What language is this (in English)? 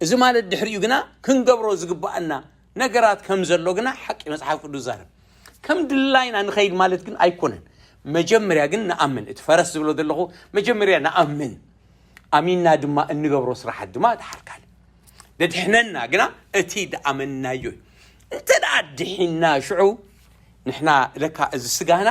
Tigrinya